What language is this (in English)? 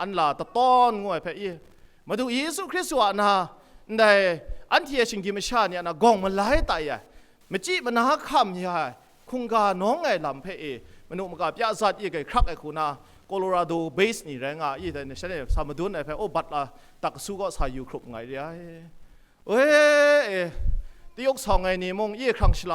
Kachin